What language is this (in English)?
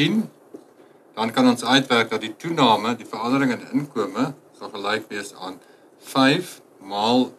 Afrikaans